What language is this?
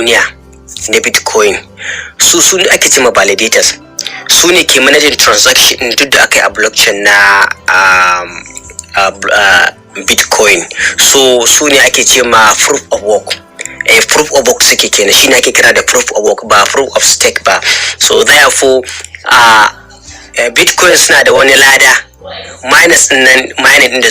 Hausa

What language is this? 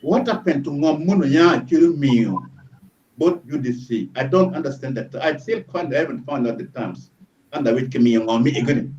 Acoli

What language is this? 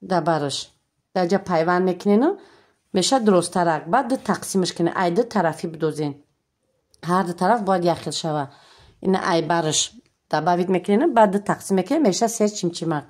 Tajik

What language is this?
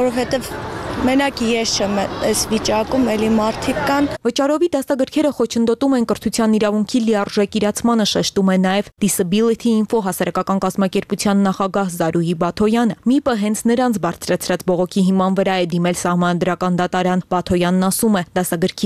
Armenian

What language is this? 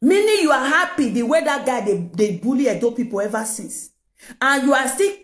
Nigerian Pidgin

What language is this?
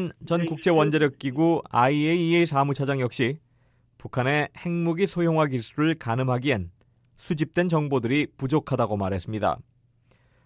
Korean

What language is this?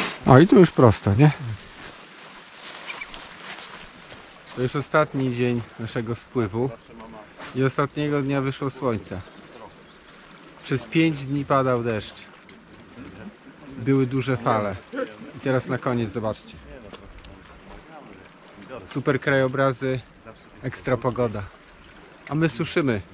Polish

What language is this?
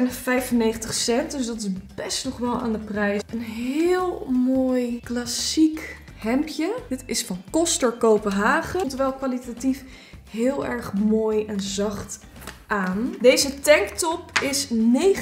Dutch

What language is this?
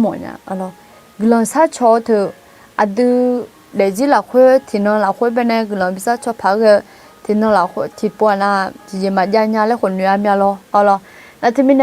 Akha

